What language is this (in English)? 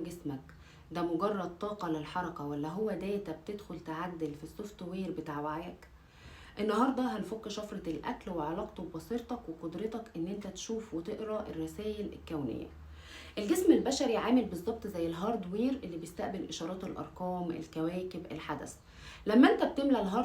Egyptian Arabic